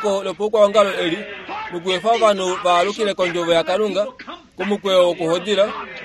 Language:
Kuanyama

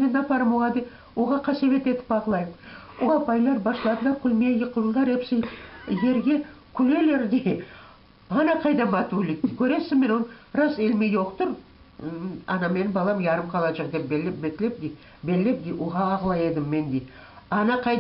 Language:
Crimean Tatar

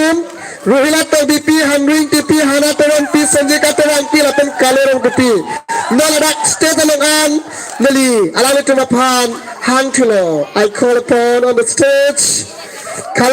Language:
Karbi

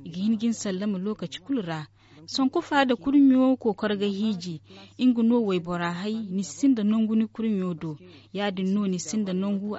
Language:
Zarma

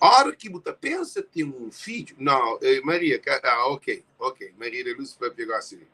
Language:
Kabuverdianu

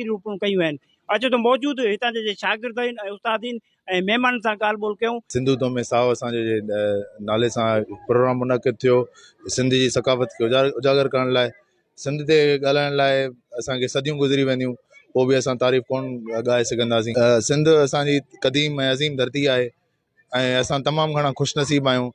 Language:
Sindhi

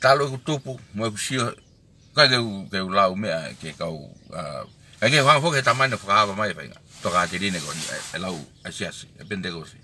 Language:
Tongan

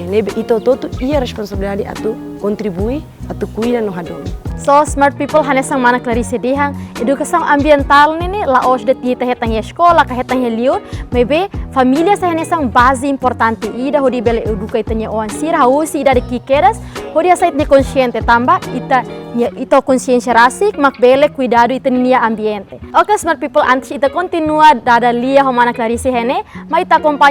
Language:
Tetum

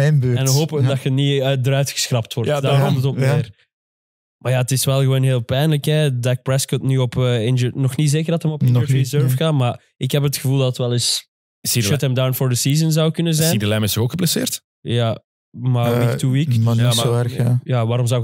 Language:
Dutch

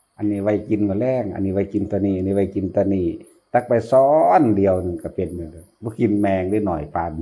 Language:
Northeastern Thai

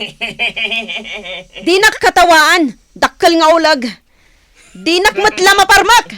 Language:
Iloko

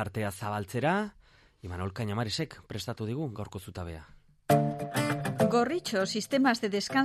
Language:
Basque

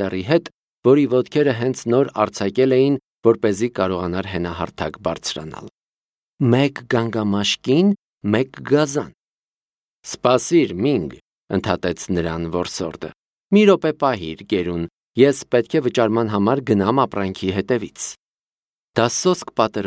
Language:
Armenian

